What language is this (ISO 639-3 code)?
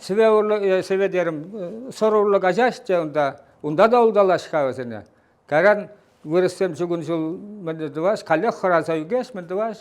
chv